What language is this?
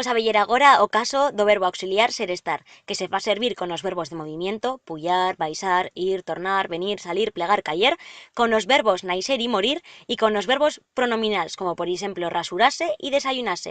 Aragonese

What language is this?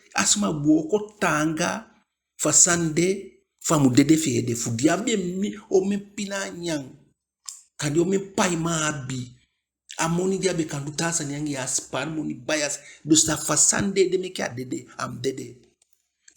Eastern Maroon Creole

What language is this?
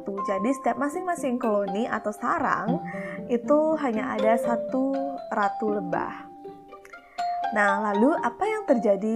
Indonesian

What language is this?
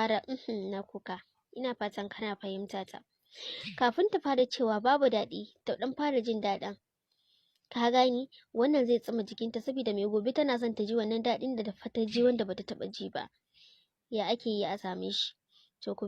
Hausa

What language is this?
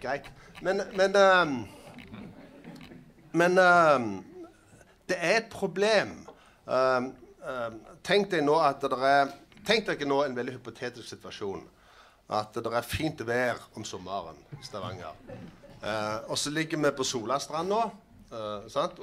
Norwegian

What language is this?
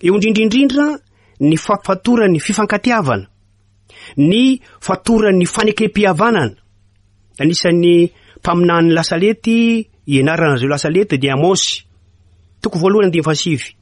Malagasy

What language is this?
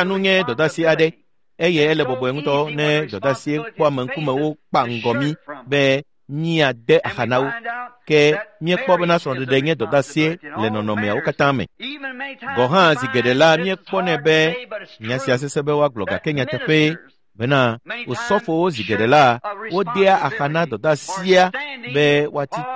Ewe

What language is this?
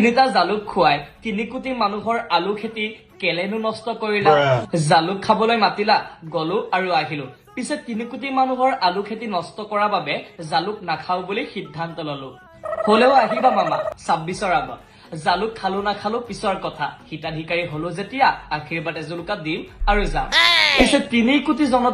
Assamese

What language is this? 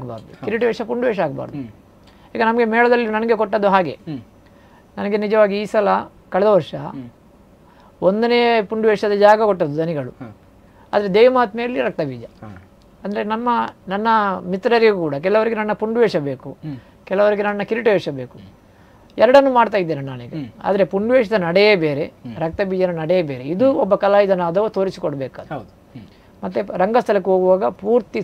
Kannada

